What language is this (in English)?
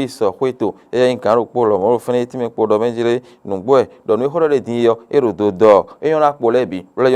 Fon